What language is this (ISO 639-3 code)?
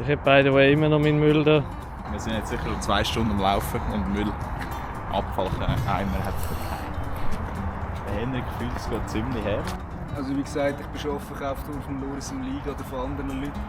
gsw